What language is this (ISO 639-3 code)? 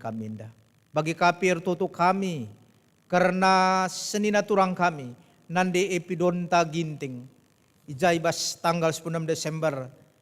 btx